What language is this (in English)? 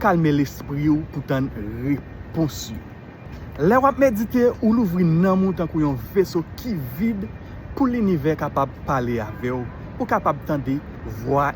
Haitian Creole